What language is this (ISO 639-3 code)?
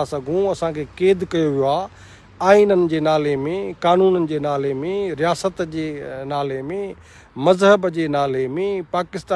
snd